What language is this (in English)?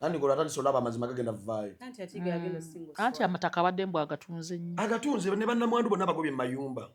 Ganda